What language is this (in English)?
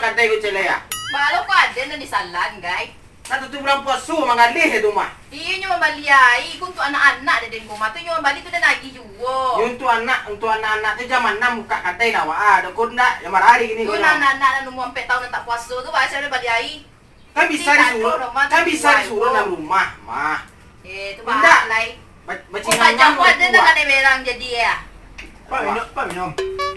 Minangkabau